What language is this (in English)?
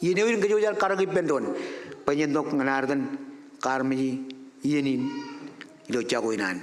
Marshallese